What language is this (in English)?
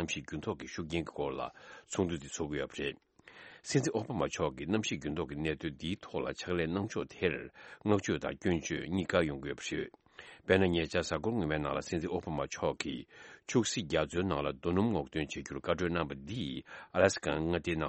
Tibetan